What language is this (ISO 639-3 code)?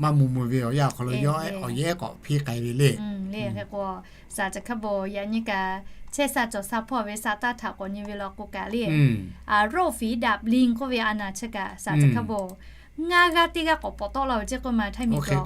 lhu